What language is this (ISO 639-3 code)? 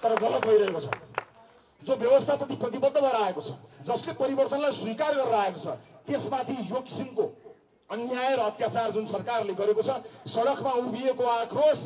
nep